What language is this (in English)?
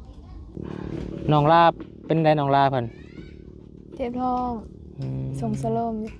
Lao